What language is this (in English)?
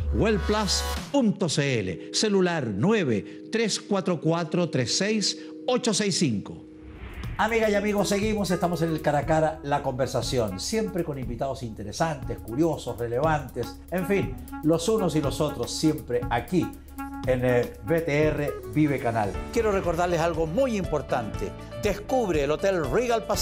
Spanish